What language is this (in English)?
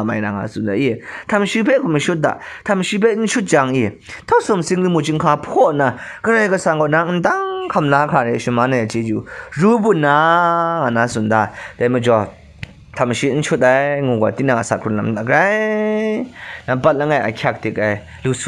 Kachin